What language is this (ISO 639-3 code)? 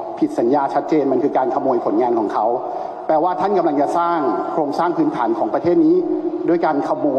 tha